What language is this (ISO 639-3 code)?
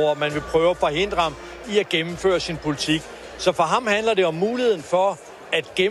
dan